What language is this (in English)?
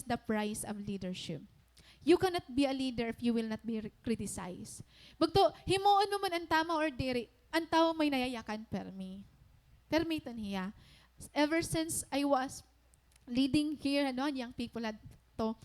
Waray